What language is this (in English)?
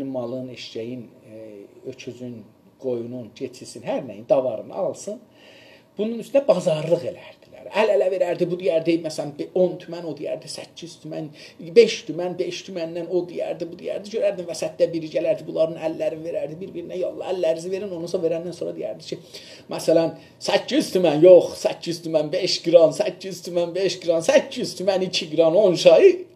South Azerbaijani